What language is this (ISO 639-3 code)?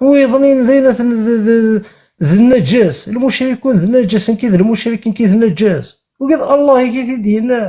kab